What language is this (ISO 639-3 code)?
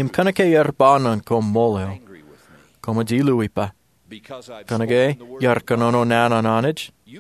mah